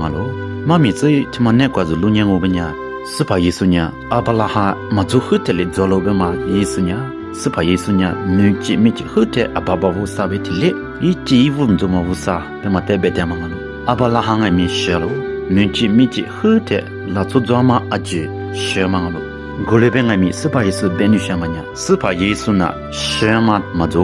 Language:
Lisu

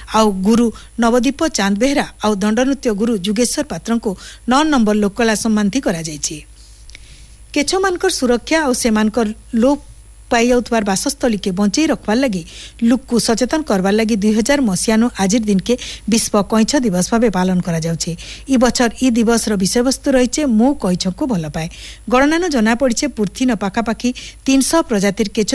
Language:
Odia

